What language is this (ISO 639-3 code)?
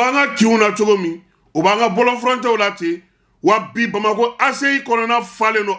bam